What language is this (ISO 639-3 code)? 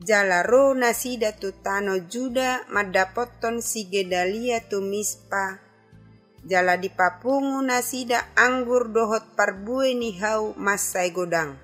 bbc